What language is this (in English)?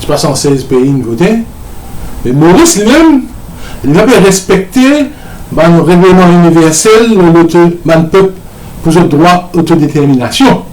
Morisyen